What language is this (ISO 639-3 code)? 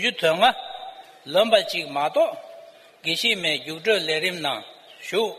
bod